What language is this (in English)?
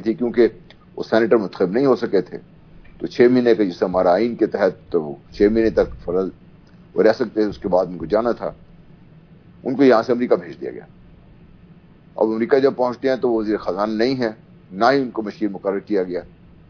Urdu